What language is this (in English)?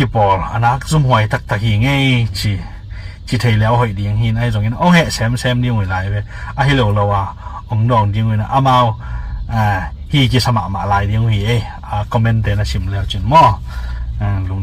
Tedim Chin